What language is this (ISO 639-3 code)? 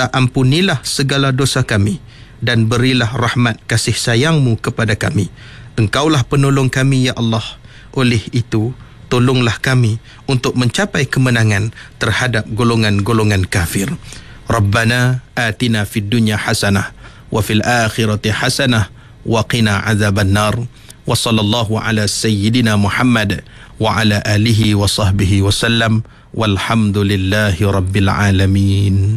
msa